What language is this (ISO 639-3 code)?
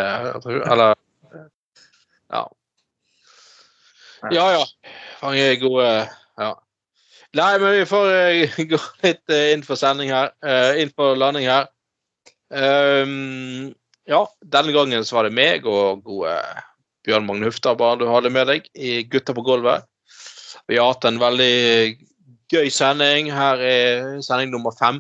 nor